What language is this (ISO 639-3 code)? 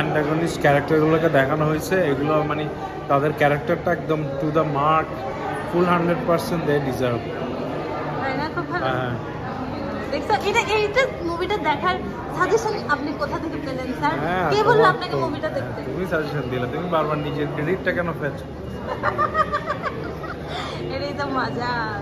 ben